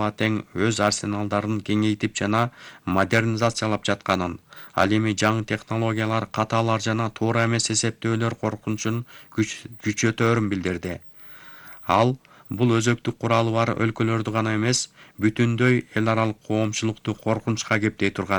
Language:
Kyrgyz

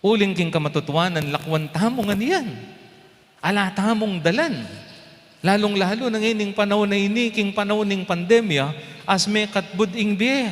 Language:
Pampanga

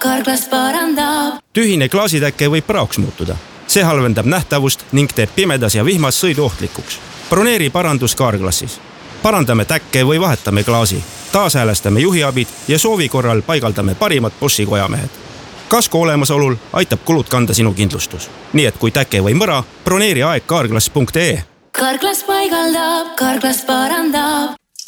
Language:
Estonian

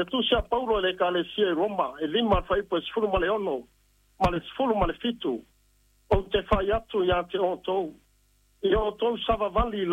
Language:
Samoan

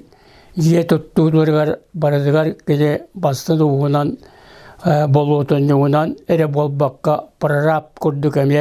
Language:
Yakut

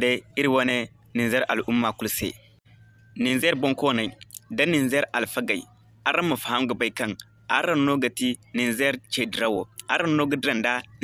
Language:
Zarma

